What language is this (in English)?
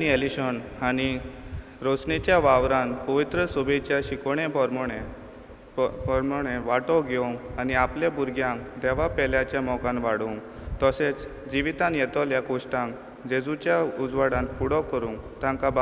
Konkani